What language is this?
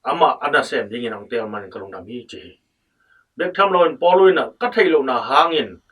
Tedim Chin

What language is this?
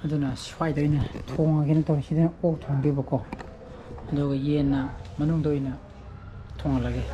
Manipuri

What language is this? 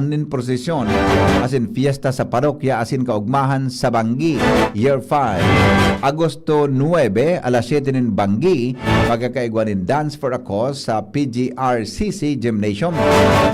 Bikol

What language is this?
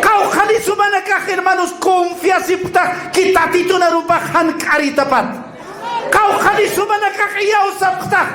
Aymara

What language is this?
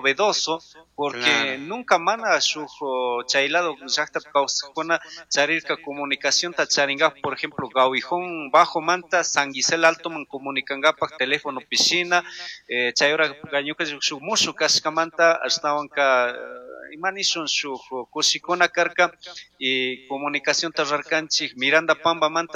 Chimborazo Highland Quichua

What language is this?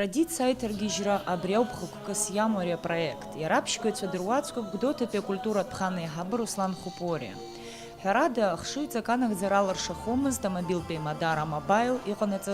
Abkhazian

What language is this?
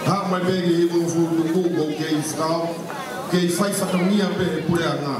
Tongan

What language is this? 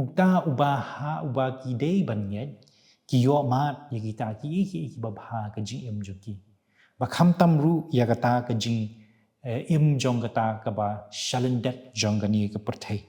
Khasi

